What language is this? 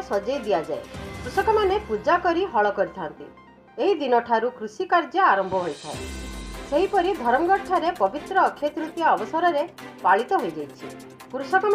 Odia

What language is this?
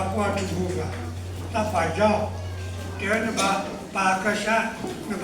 S'gaw Karen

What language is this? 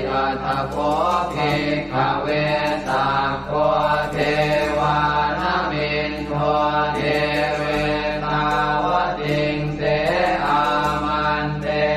Pali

